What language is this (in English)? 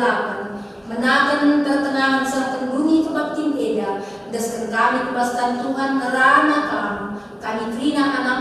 Batak Karo